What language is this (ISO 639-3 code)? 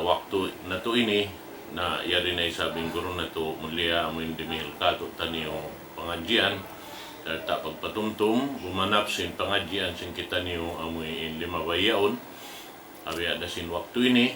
tsg